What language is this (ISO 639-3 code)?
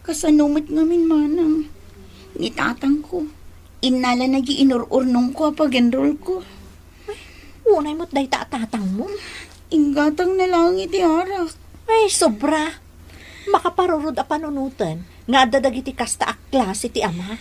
ilo